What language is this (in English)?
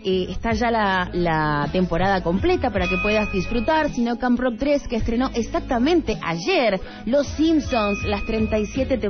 Spanish